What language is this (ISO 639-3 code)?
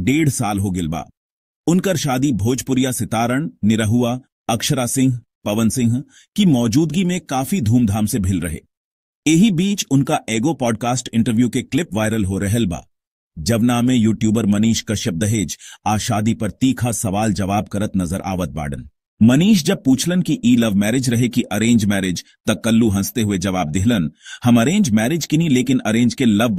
bho